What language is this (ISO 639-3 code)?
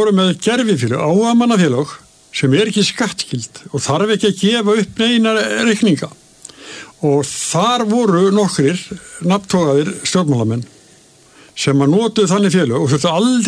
isl